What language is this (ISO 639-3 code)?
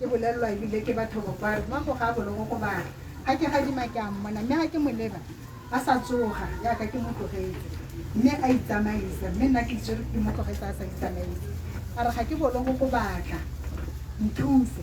tsn